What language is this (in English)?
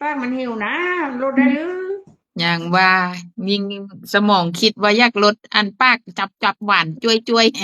Northeastern Thai